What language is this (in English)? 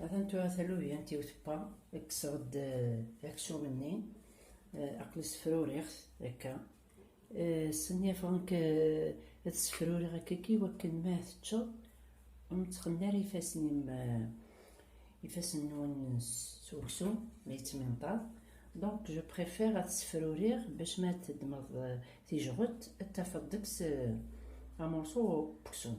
Kabyle